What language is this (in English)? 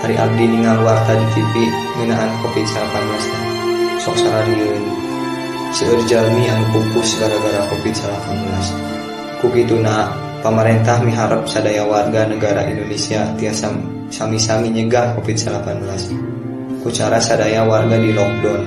Sundanese